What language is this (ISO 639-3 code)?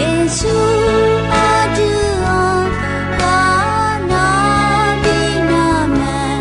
ahk